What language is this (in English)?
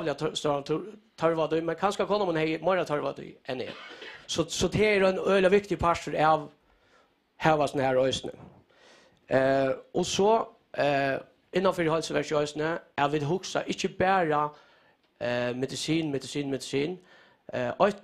Faroese